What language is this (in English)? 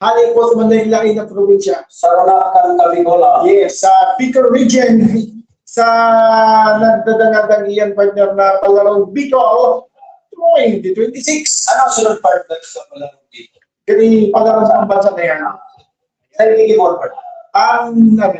Bikol